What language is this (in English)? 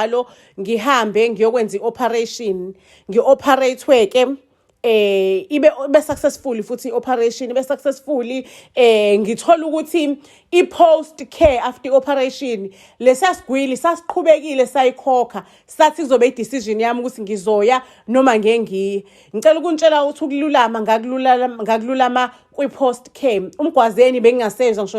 Zulu